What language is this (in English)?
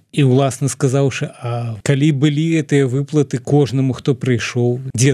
Belarusian